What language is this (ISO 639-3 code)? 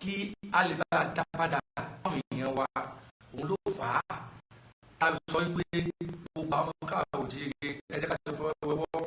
yor